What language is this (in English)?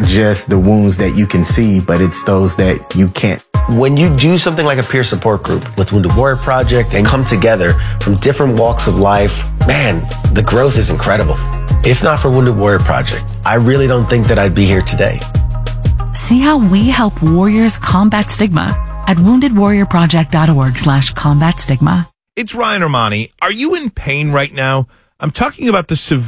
English